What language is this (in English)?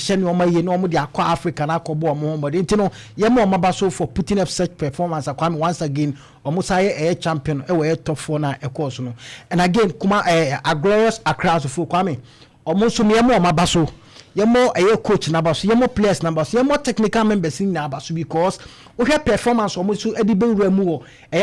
Akan